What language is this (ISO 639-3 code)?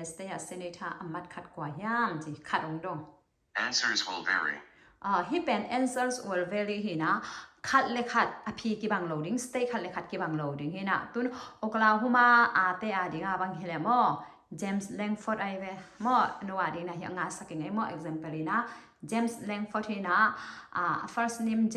ctd